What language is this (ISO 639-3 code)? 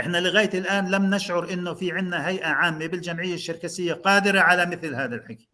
apc